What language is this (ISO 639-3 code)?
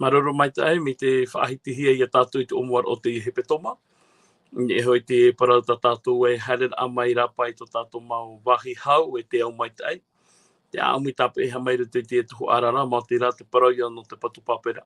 tah